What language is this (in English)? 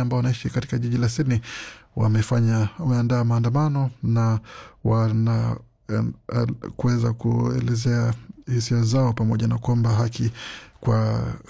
Swahili